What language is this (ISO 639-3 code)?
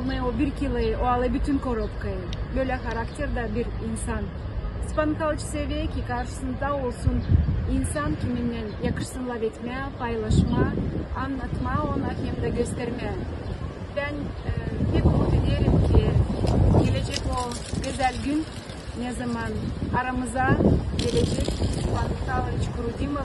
gag